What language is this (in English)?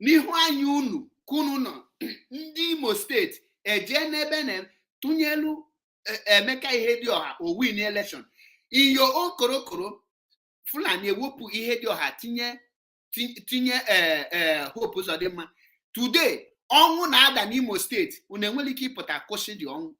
Igbo